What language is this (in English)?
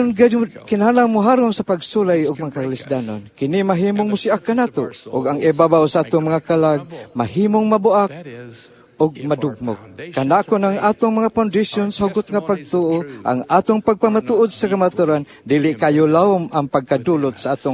Cebuano